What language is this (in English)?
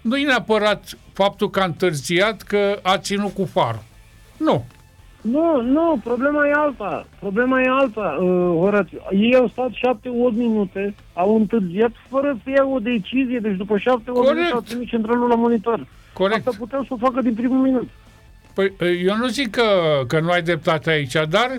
Romanian